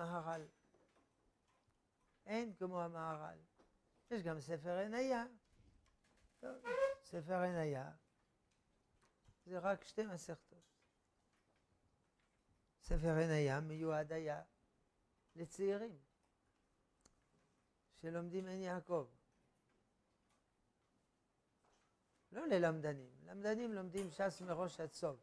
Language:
Hebrew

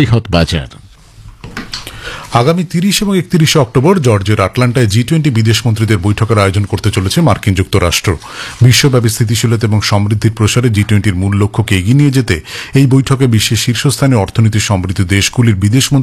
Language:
Bangla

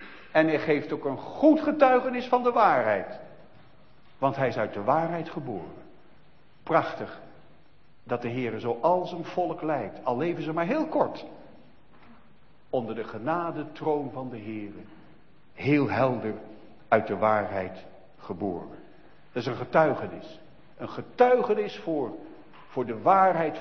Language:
Dutch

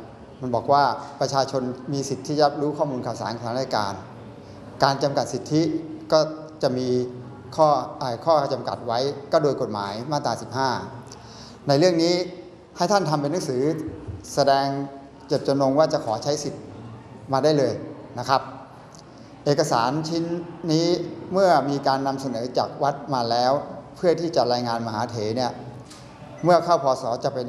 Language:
Thai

